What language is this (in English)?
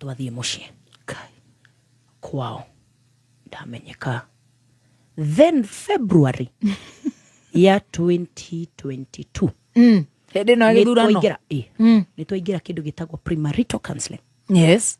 Kikuyu